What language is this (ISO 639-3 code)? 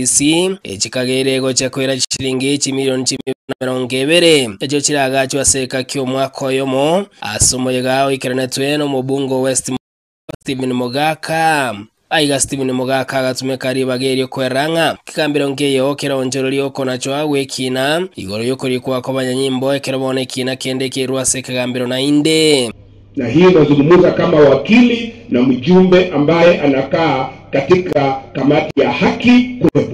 guz